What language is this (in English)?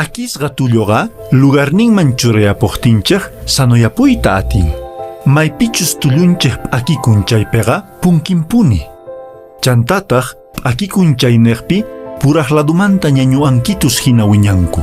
Quechua